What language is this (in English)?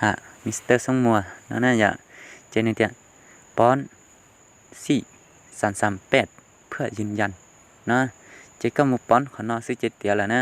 Hmong